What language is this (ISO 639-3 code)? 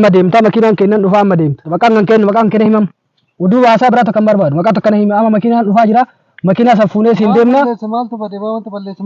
orm